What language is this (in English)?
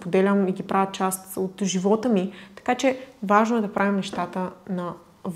Bulgarian